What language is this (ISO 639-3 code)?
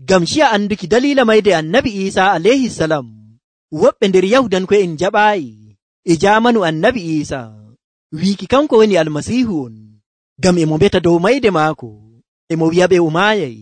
fuv